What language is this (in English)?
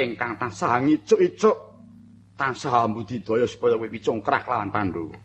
Javanese